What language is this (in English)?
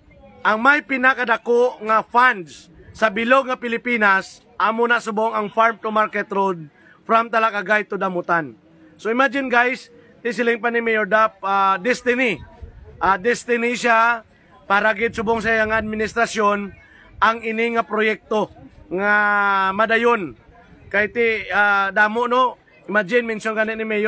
Hiligaynon